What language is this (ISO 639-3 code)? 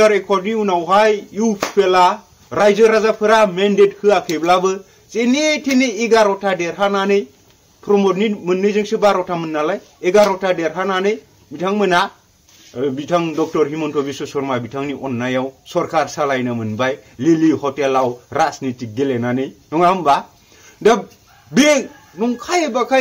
brx